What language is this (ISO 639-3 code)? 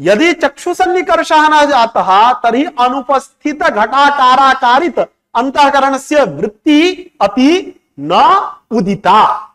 san